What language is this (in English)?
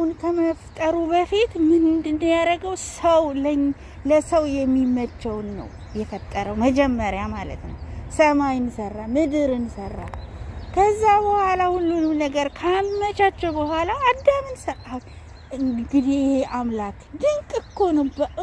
Amharic